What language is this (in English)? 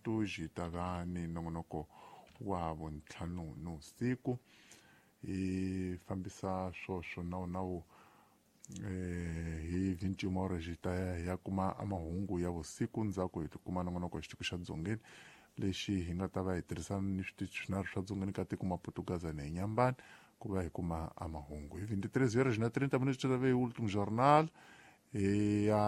Tsonga